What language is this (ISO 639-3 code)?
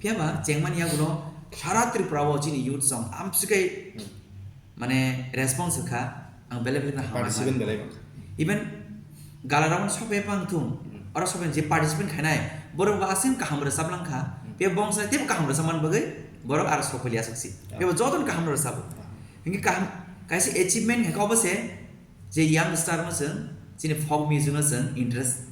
trp